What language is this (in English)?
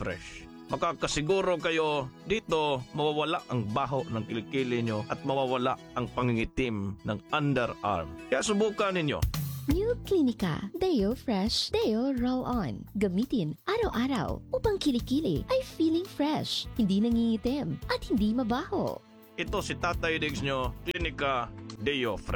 Filipino